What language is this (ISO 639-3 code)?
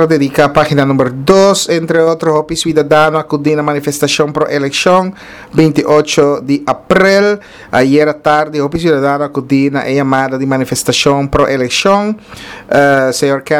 pap